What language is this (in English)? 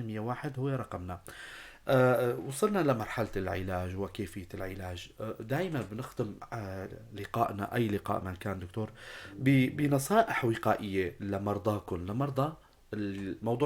North Levantine Arabic